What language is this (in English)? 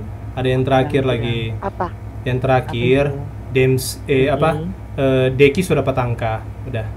Manado Malay